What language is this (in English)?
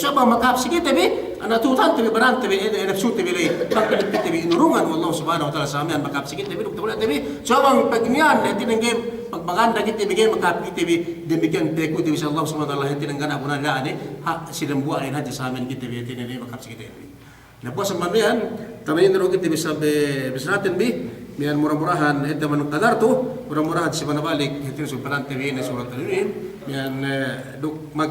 Yakan